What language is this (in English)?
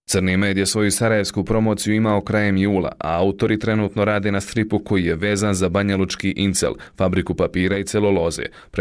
Serbian